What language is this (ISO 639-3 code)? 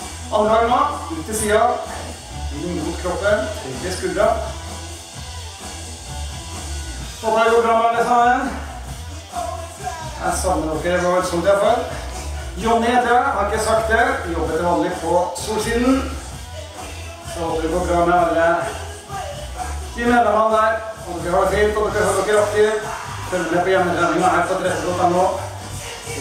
nor